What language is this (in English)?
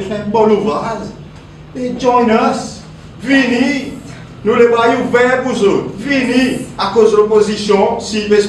Seselwa Creole French